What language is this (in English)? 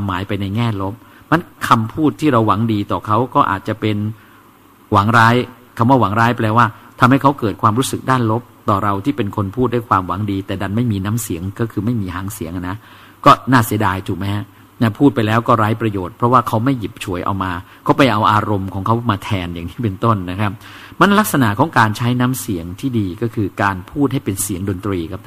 Thai